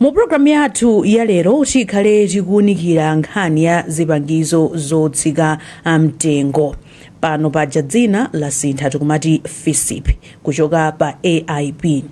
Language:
Nyanja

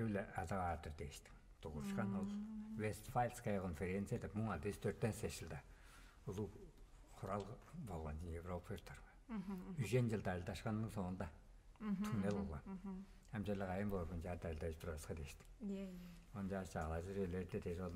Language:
Tuvinian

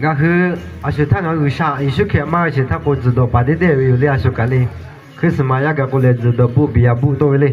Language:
Lahu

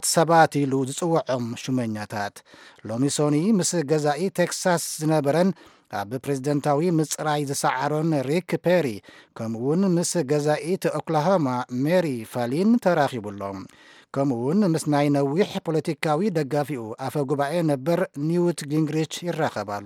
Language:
Tigrinya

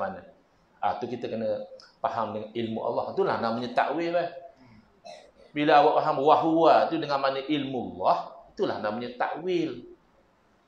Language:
Malay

